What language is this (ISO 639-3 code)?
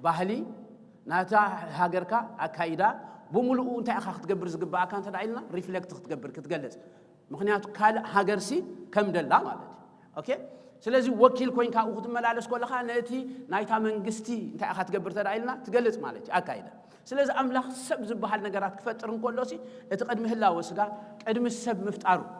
tir